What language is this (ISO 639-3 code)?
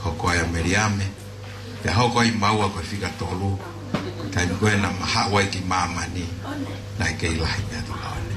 ton